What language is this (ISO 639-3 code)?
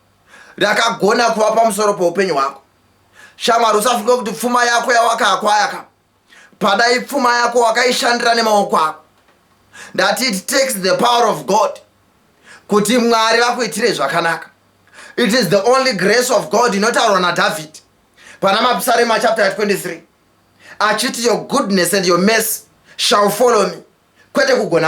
sna